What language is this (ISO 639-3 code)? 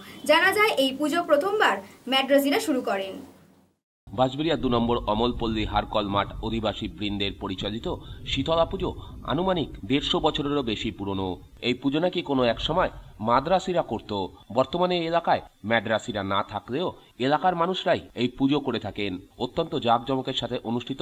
ben